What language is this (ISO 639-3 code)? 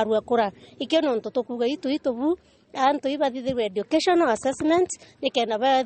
mer